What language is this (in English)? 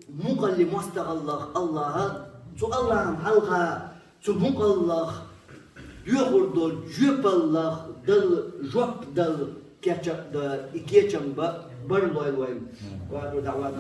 Chechen